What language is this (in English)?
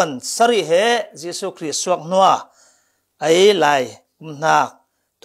Falam Chin